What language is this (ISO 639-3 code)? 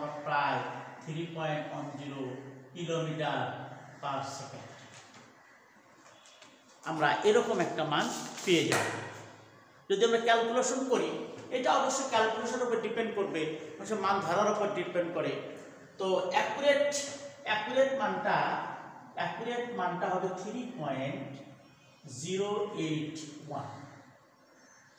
ben